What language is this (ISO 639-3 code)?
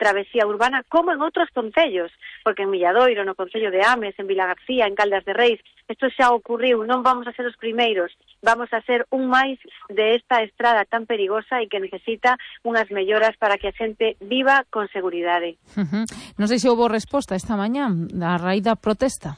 glg